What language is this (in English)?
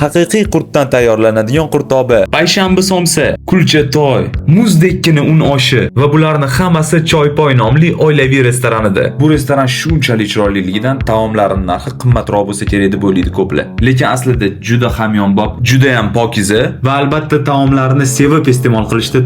Uzbek